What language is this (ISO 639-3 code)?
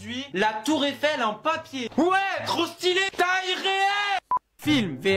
fra